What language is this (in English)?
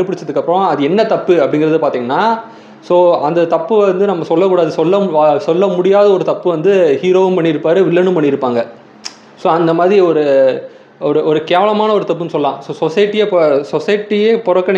Tamil